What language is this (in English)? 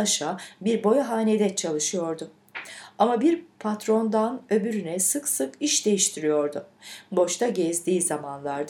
Turkish